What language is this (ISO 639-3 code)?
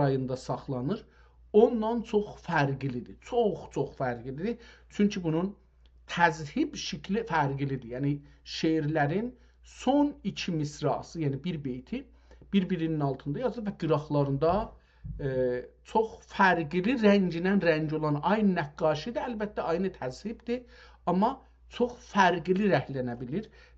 azb